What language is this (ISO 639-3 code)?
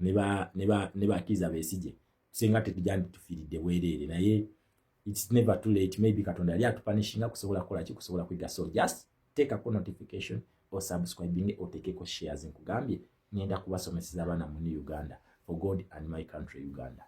lug